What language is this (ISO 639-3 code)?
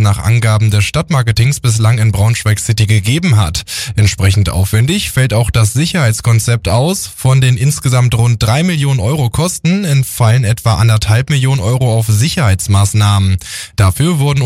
deu